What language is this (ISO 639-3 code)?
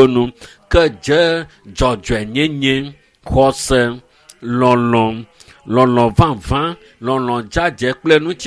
ewe